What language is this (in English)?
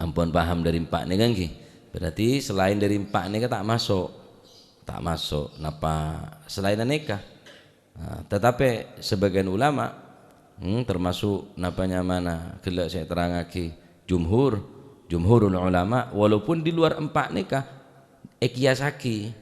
Madurese